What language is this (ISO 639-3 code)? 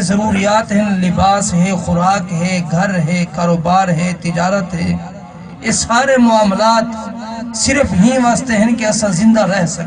skr